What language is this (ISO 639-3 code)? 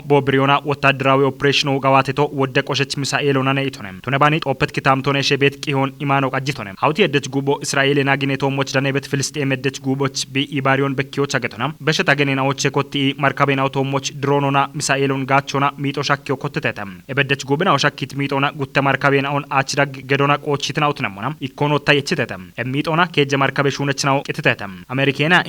kbr